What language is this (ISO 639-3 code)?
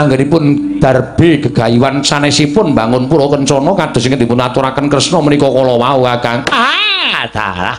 jav